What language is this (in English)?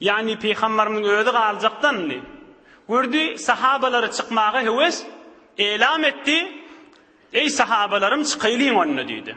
Turkmen